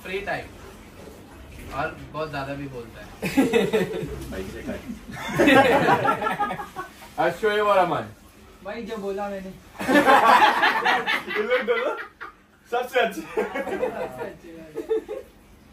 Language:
Hindi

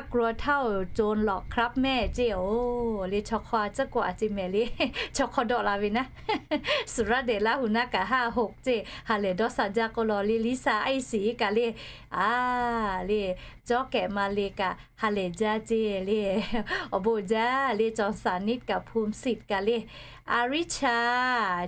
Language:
Lahu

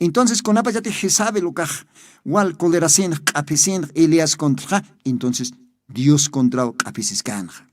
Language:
Aymara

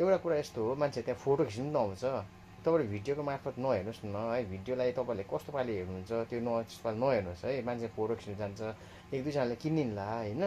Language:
Nepali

